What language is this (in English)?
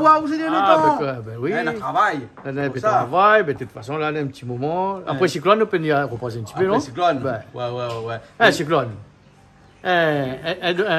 Réunion Creole French